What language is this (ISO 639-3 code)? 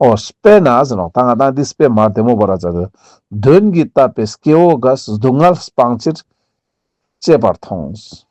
lbj